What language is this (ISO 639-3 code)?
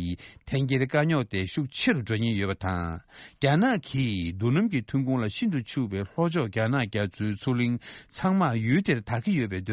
bod